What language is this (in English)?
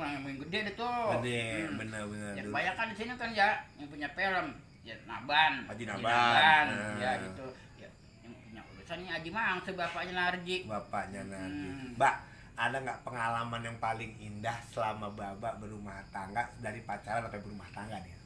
Betawi